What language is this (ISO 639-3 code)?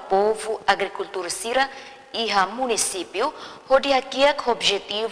tet